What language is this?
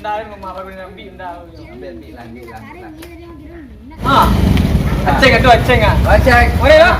Minangkabau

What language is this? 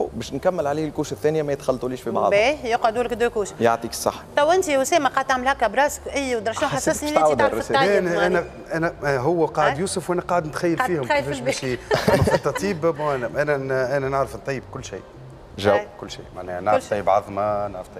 Tunisian Arabic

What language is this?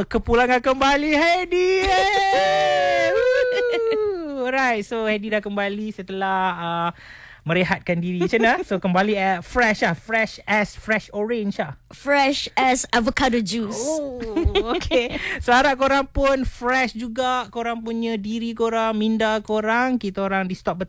Malay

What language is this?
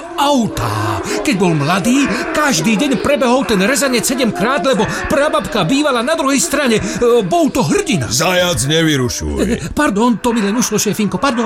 Slovak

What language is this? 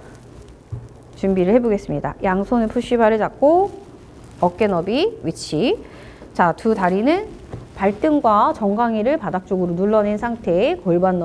Korean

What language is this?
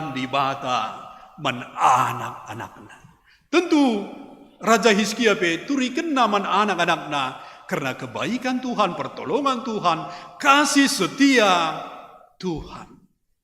Batak Karo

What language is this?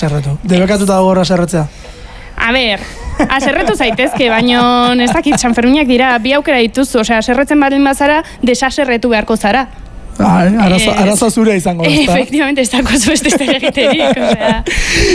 Basque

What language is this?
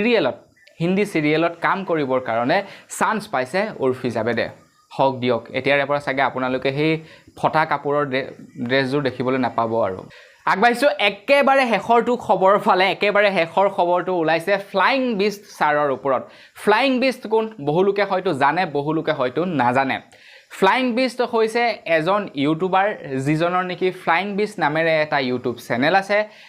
Assamese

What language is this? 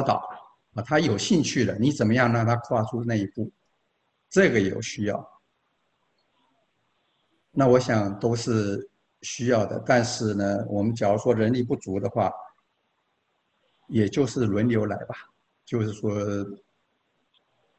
Chinese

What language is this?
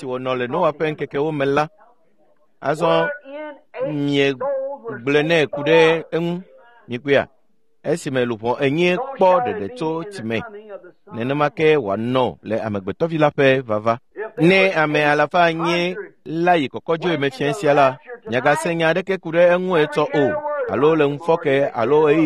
Ewe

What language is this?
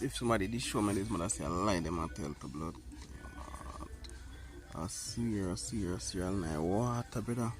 Jamaican Creole English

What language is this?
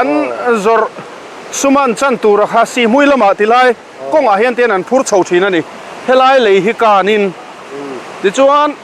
Mizo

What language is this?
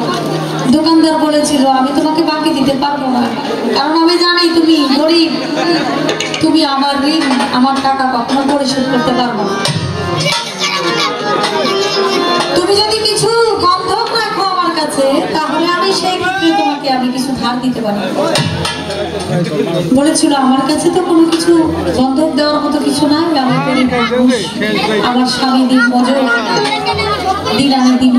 Bangla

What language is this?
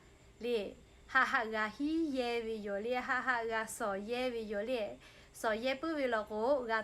Lahu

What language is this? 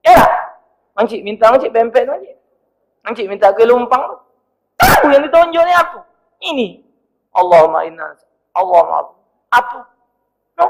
Musi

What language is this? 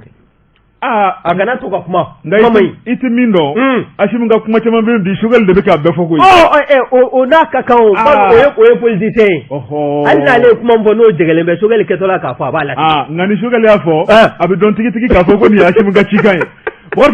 Bambara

